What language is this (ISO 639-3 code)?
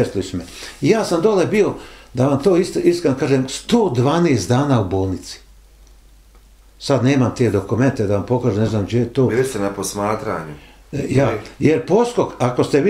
bos